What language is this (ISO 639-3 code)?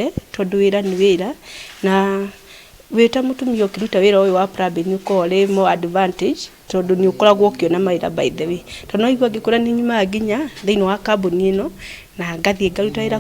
kik